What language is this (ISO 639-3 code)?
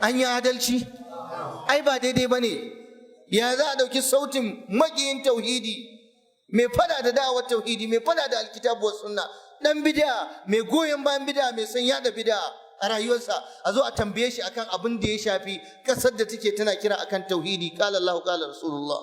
hau